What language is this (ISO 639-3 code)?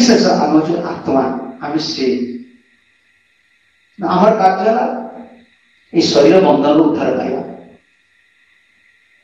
ori